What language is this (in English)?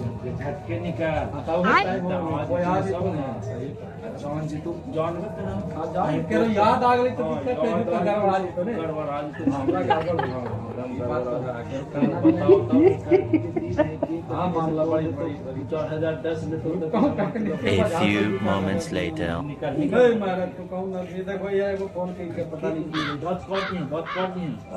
Magahi